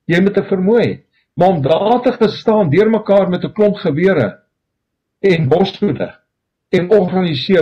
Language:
Afrikaans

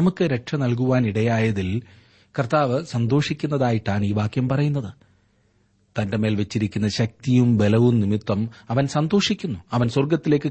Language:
Malayalam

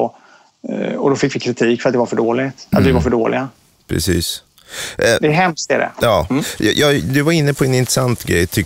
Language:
Swedish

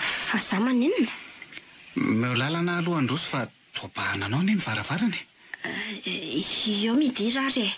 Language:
Malagasy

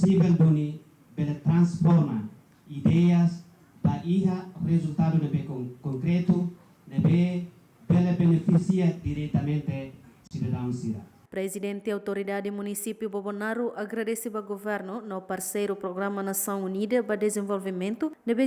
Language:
Tetum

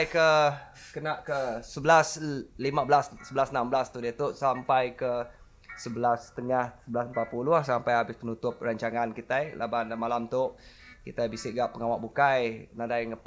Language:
Iban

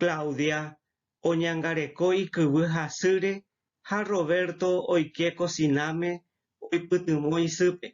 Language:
Guarani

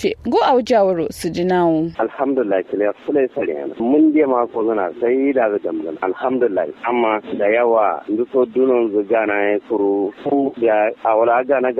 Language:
Kanuri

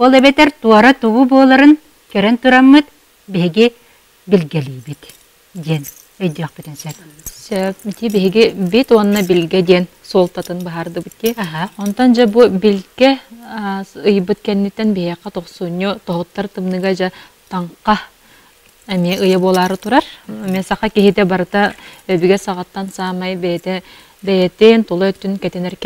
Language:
Yakut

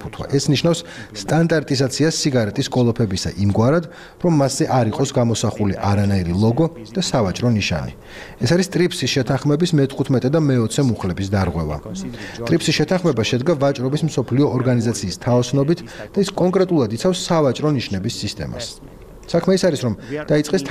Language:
Georgian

